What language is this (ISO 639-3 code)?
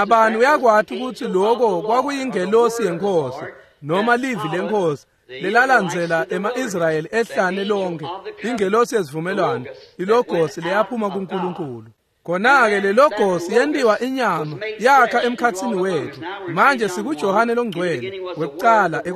ssw